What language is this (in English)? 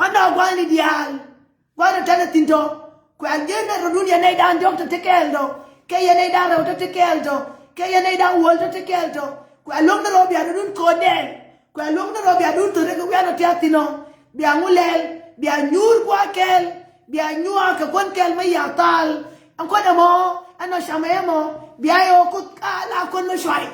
Nuer